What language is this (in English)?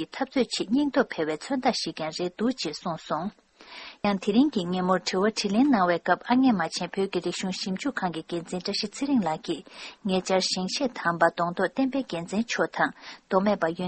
Tibetan